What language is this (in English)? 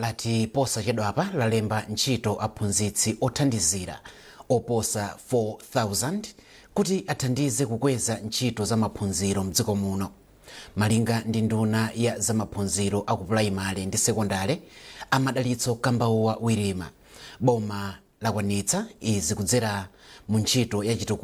Nyanja